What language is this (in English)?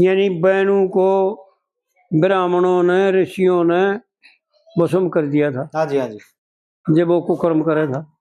Haryanvi